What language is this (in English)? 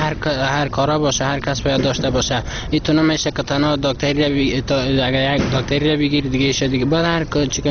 Persian